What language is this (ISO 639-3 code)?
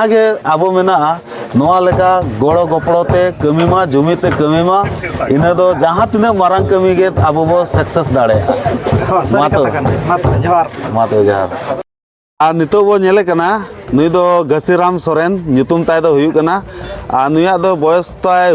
sat